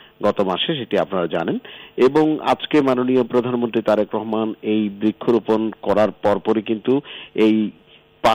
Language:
Bangla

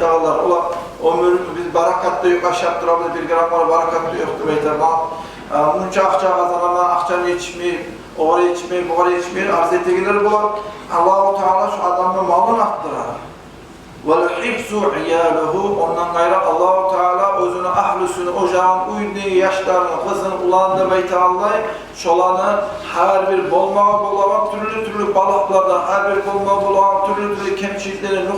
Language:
Kumyk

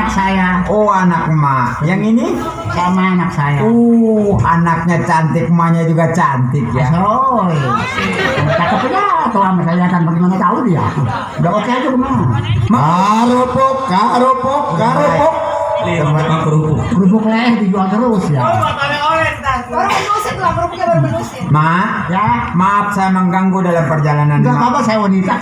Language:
Betawi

